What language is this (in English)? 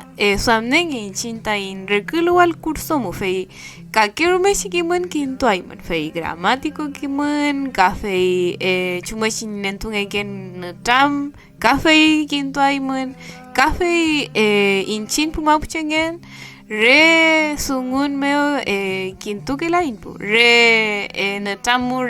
Mapuche